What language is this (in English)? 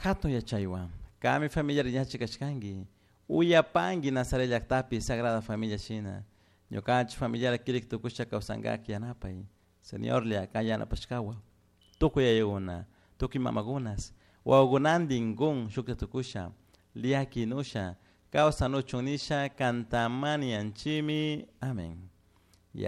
Chimborazo Highland Quichua